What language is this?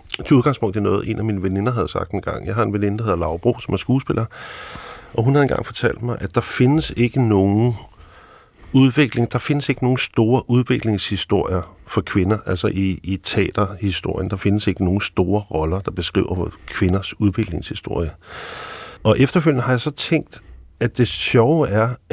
Danish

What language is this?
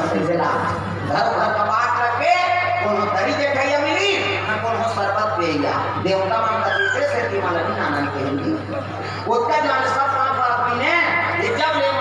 Chhattisgarhi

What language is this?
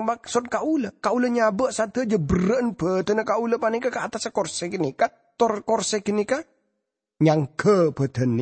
Madurese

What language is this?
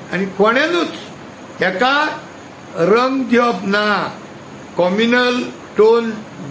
Konkani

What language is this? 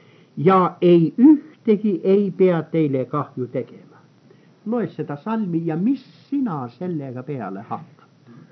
Estonian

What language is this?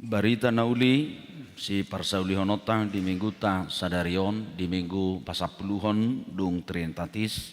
Batak Toba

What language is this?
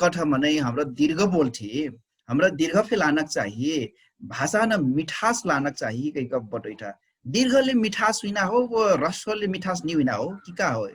Dangaura Tharu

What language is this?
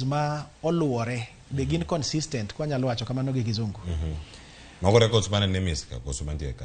Luo (Kenya and Tanzania)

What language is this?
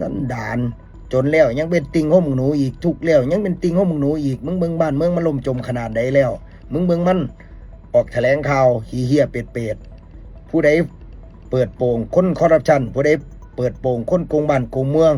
Lao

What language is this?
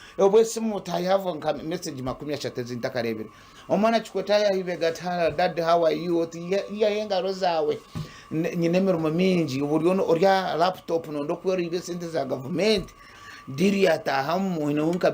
Nyankole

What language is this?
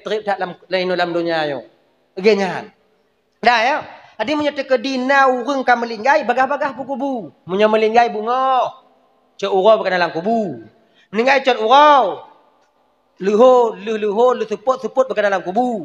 Achinese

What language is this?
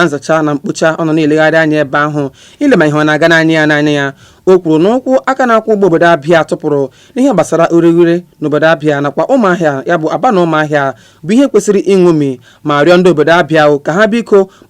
Igbo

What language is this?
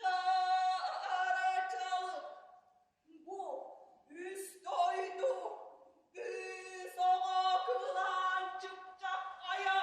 Yakut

